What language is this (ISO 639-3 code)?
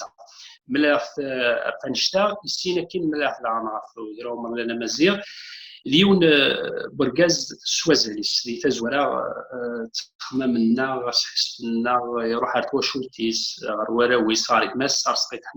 kab